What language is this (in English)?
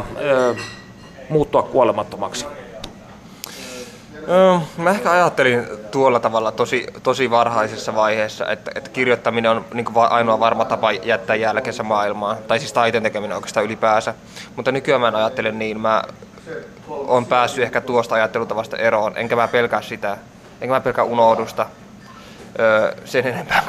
Finnish